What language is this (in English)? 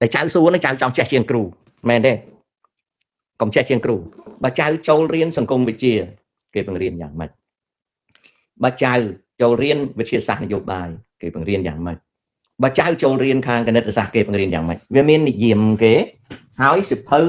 Khmer